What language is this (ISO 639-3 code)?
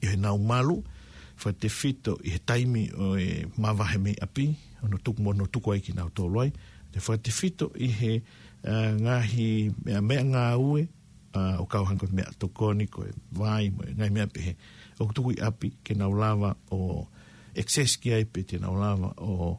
ton